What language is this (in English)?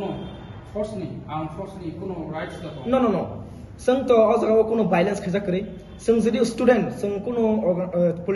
Kok Borok